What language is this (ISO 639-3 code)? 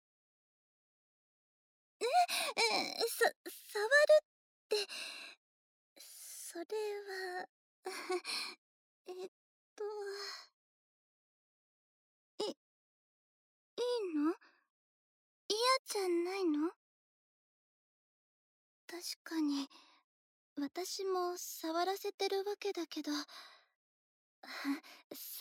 jpn